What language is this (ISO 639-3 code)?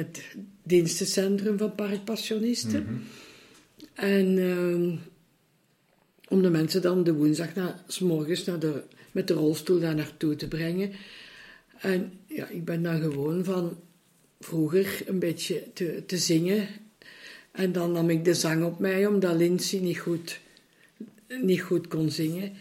nld